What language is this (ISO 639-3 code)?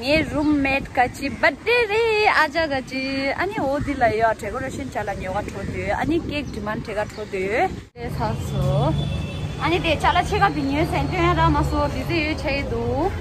bod